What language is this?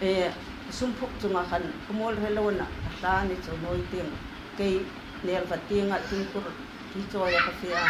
Hmar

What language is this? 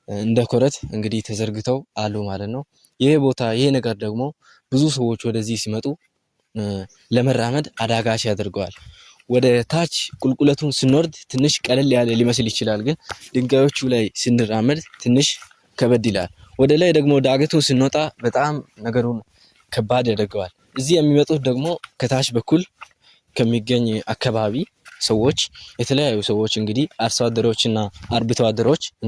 Amharic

